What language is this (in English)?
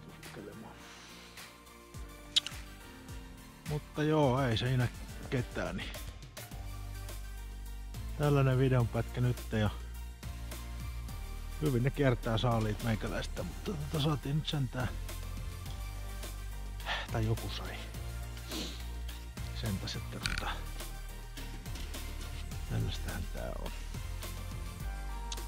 Finnish